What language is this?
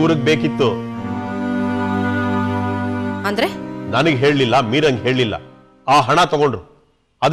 Kannada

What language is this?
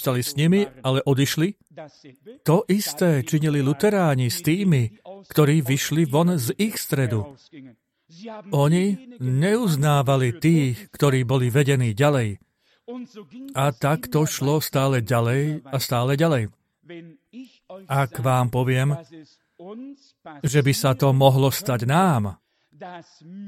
Slovak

